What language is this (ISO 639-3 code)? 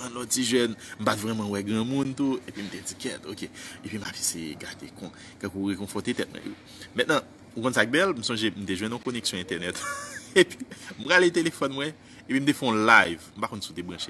hat